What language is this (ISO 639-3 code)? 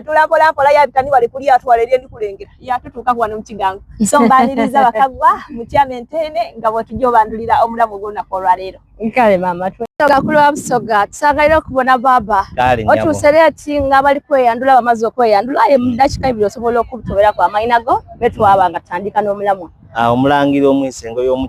xog